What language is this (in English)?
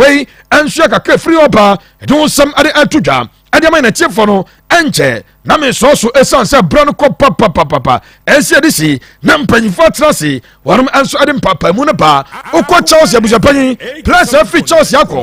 Akan